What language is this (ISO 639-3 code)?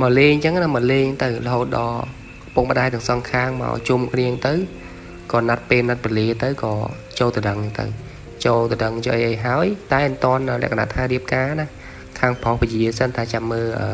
khm